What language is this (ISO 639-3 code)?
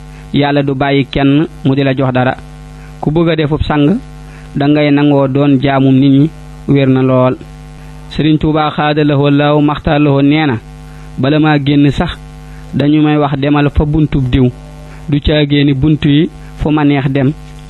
wol